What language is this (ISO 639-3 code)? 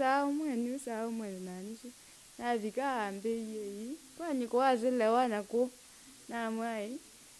kam